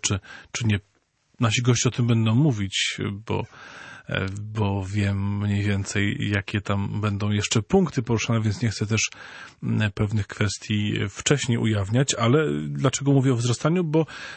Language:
Polish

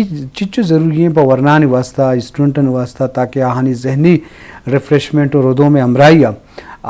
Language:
Eastern Balochi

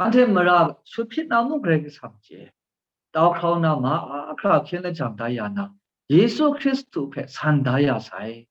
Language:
Kachin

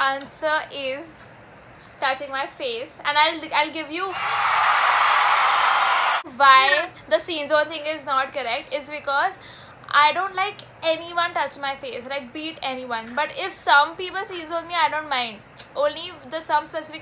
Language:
English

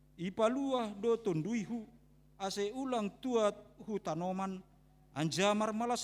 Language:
Batak Simalungun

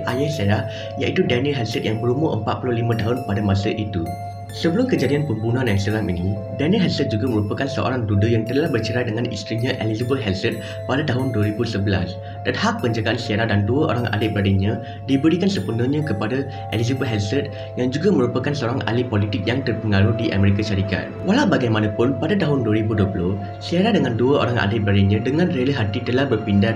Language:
Malay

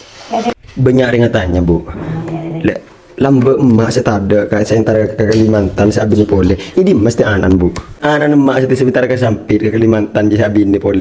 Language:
Madurese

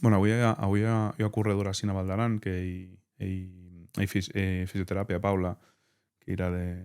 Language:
Occitan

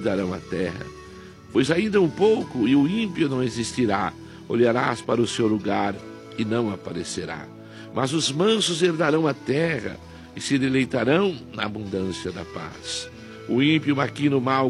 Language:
Portuguese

